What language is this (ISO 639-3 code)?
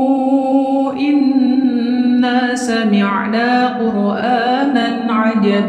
ara